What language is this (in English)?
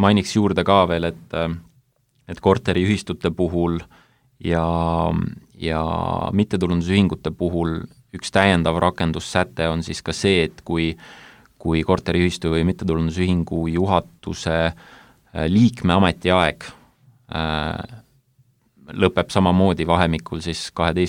Estonian